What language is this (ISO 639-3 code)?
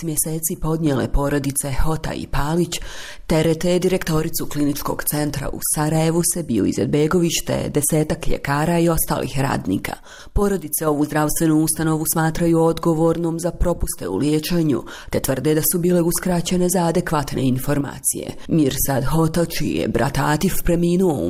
bos